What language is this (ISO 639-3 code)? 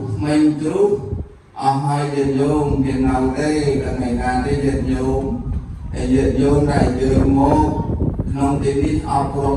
khm